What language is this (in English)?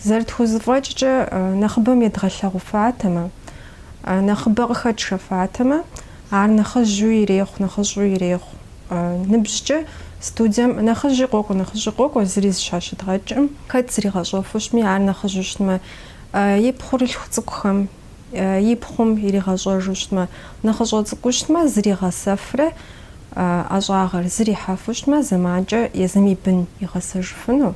Kabardian